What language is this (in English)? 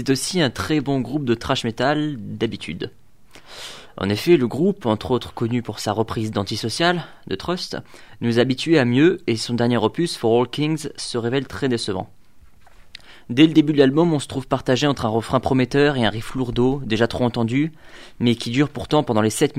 French